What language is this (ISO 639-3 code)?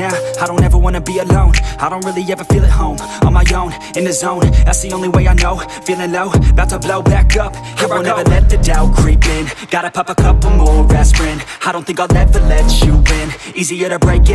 eng